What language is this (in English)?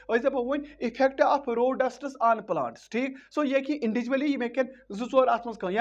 Kashmiri